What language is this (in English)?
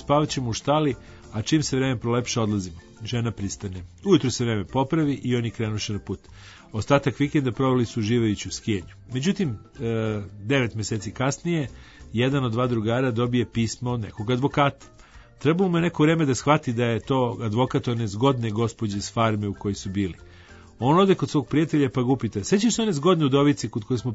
Serbian